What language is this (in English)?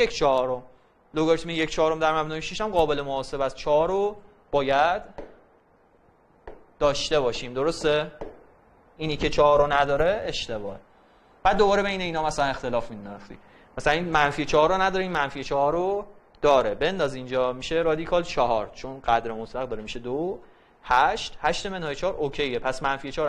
Persian